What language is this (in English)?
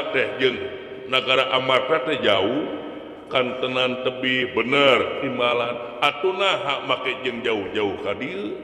Sundanese